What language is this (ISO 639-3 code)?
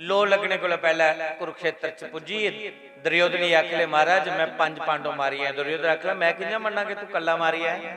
doi